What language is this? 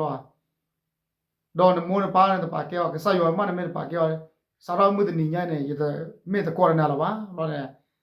S'gaw Karen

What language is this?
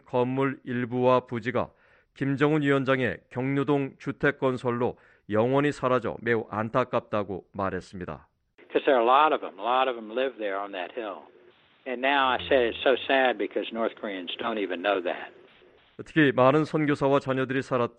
Korean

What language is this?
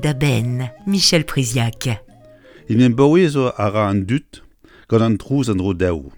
Breton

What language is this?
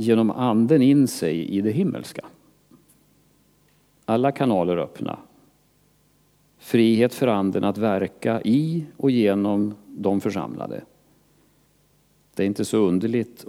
Swedish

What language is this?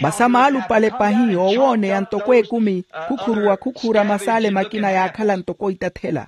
Makhuwa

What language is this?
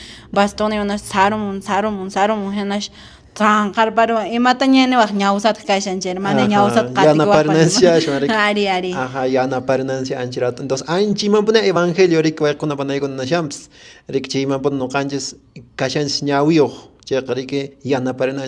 Quechua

